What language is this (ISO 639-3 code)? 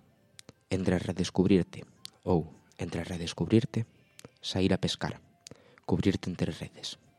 glg